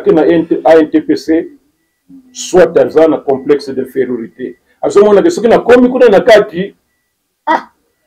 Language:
Lingala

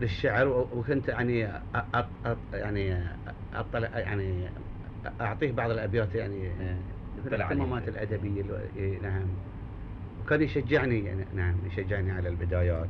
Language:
Gulf Arabic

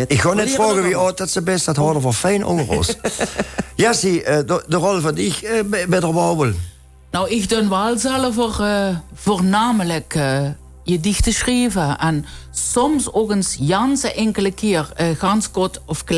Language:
Limburgish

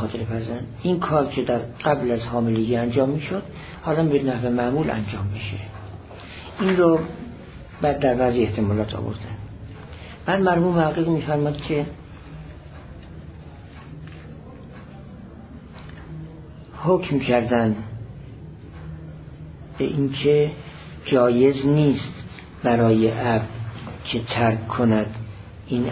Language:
Persian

